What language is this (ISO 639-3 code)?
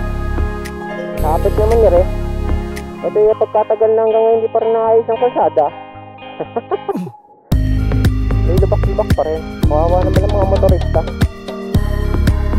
fil